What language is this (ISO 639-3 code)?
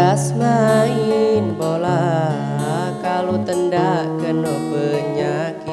mui